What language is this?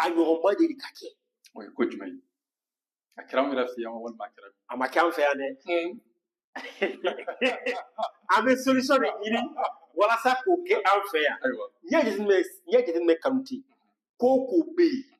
Bambara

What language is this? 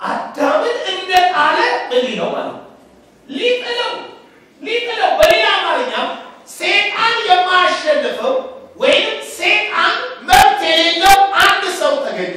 Amharic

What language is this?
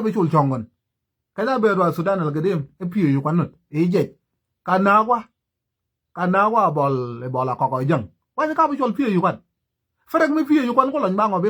Nuer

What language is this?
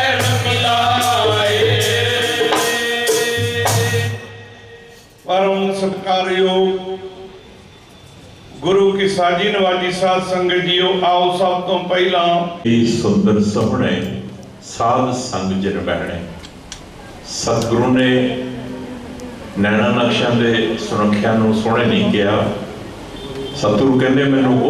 Punjabi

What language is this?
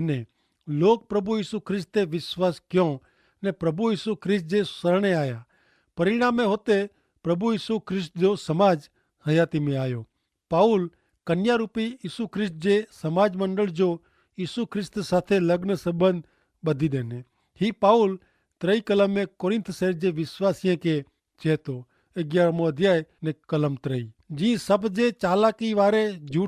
Kachhi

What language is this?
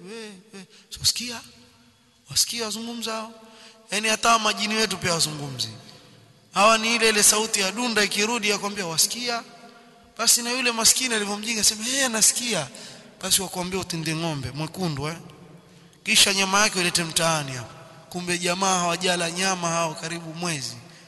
Swahili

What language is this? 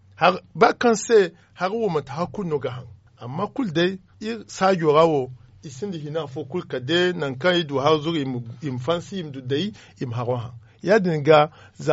Zarma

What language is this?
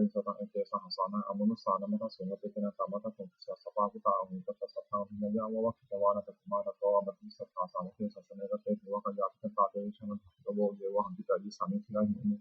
Pali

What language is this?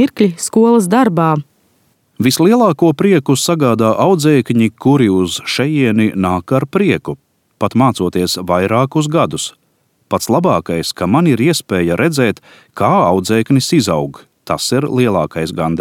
Latvian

